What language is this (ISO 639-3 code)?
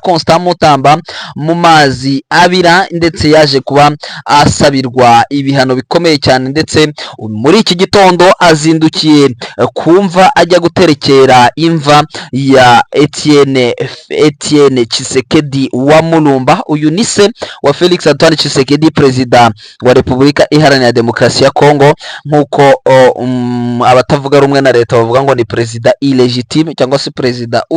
kin